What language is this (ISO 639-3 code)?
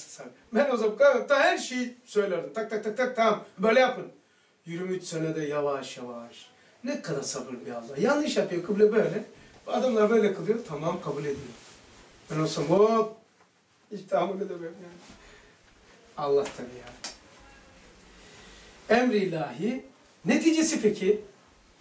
tur